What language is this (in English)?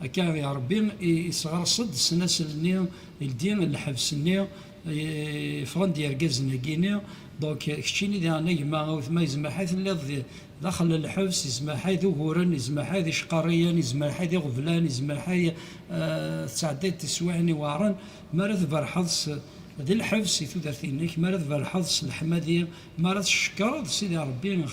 Kabyle